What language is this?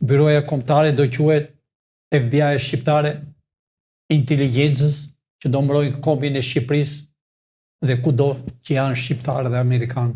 Albanian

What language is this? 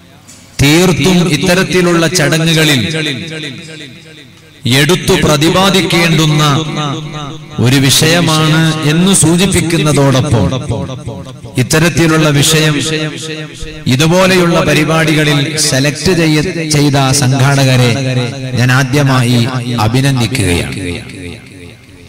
Malayalam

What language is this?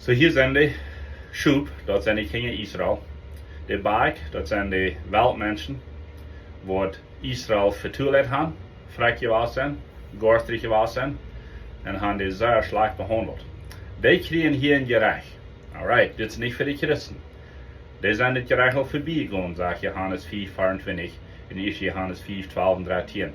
Plautdietsch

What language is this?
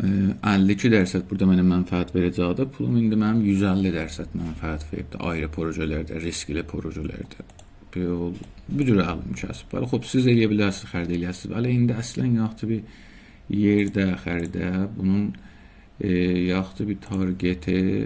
South Azerbaijani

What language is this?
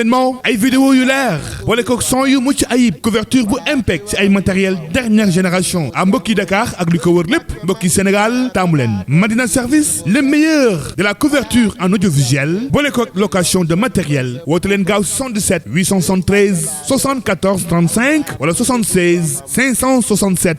Wolof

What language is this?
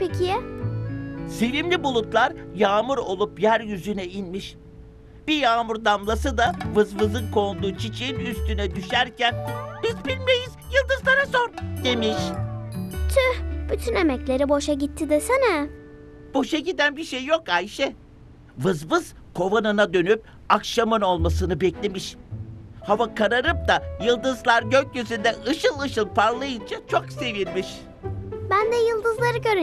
Turkish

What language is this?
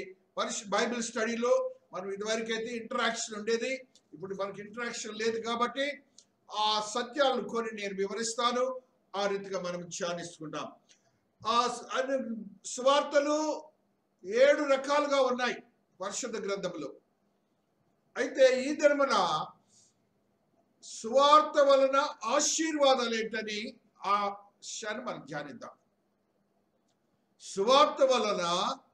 Telugu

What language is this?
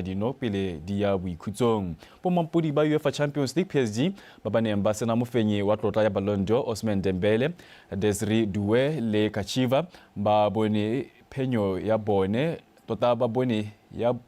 Tswana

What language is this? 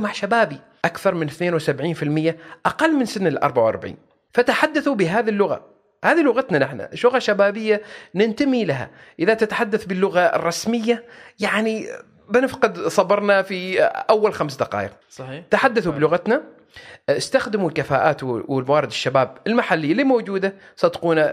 Gulf Arabic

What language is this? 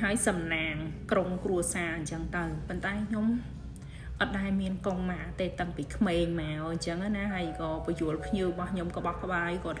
Khmer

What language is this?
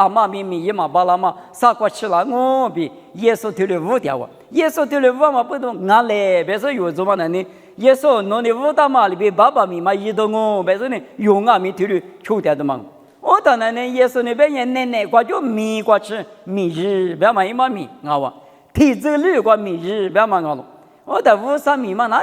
Lisu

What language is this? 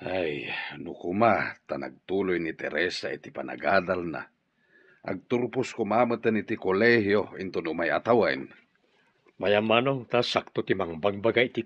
Iloko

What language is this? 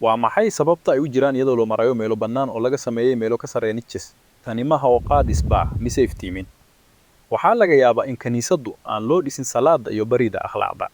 Somali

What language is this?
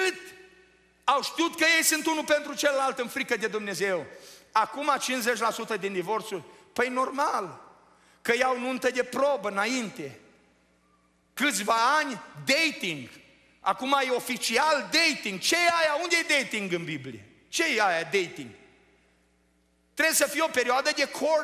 Romanian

